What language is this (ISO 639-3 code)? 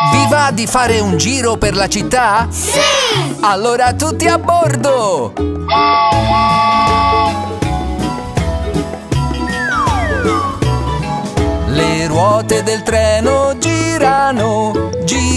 ita